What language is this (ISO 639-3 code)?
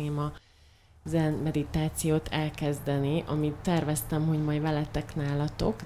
hun